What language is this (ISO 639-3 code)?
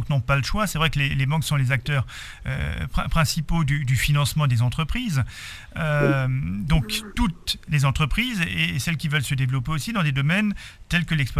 fra